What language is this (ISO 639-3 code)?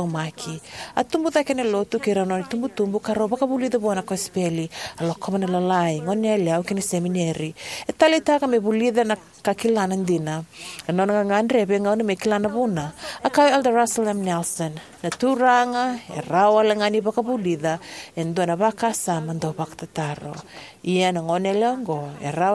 fij